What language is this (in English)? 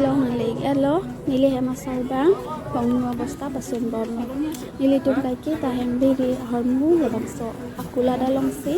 Karbi